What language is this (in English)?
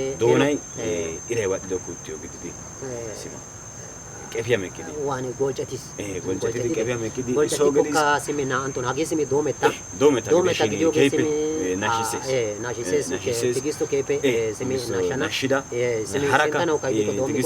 Wolaytta